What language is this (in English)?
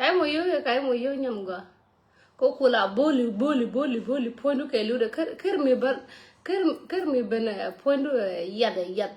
Nuer